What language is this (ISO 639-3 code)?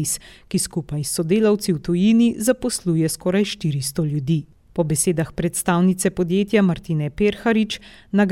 slv